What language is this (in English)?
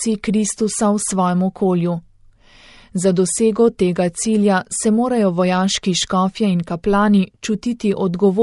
Slovenian